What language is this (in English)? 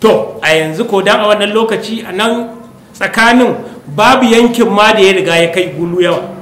Hausa